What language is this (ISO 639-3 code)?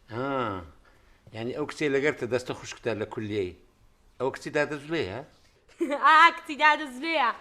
ckb